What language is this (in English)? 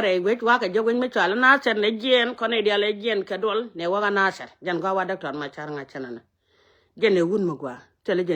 Nuer